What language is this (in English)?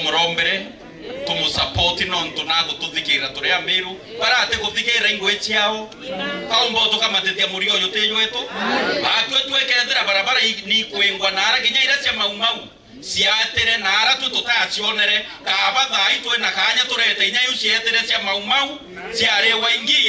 Meru